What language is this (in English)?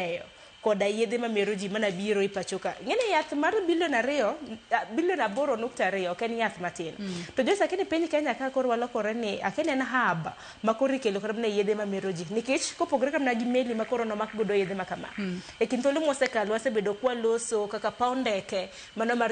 Luo (Kenya and Tanzania)